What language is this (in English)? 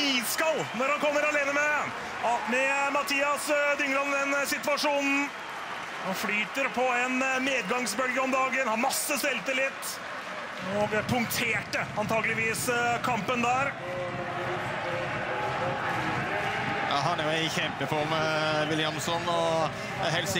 Norwegian